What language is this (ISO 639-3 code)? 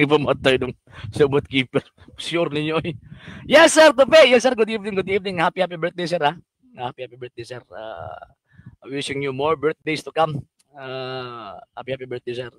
ceb